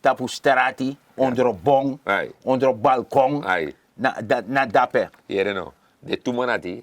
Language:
Sranan Tongo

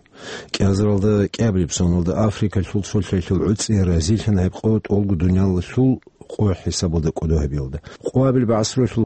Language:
Avaric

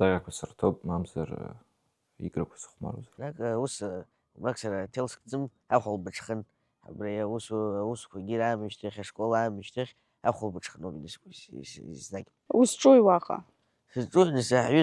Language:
Abkhazian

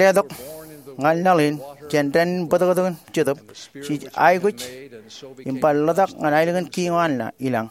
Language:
Marshallese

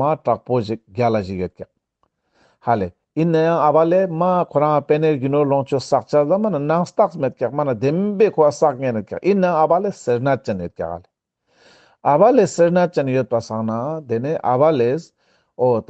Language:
Ladakhi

